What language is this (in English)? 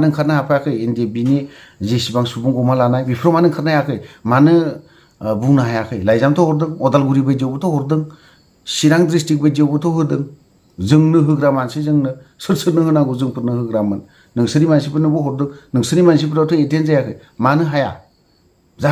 Bodo